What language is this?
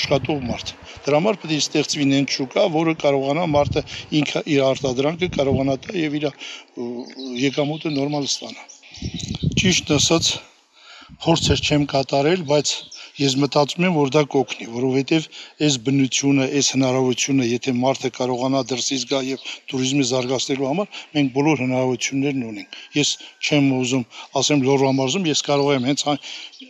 Armenian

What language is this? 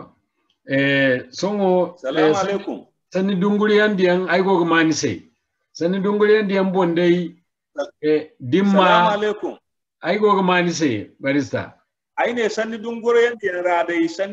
Zarma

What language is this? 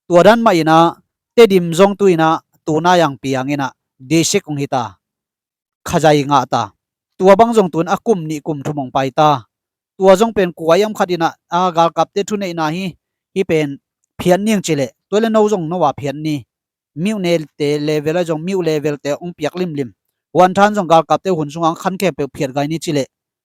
Tedim Chin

